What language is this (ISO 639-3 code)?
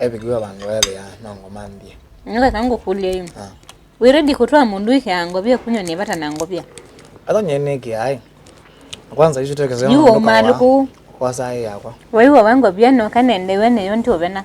kam